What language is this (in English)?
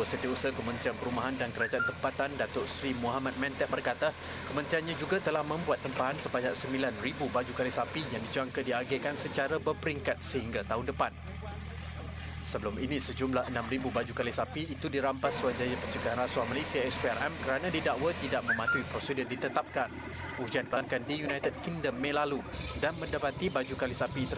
Malay